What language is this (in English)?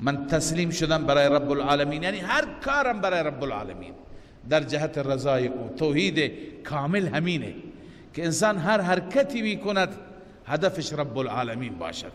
Persian